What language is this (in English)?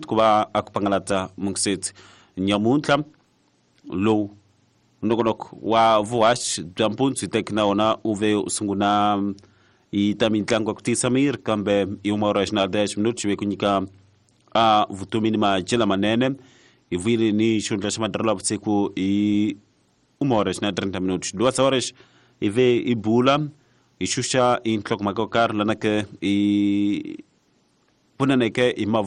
Tsonga